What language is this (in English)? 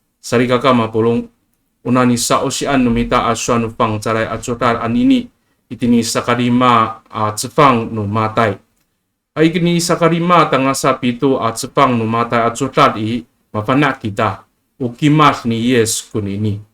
Amis